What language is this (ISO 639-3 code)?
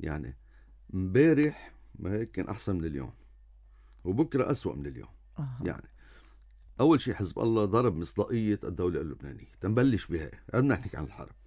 apc